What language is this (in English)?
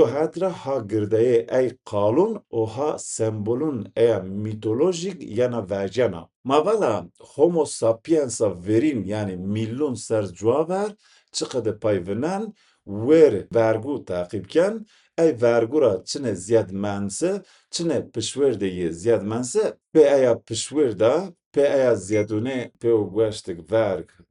Zaza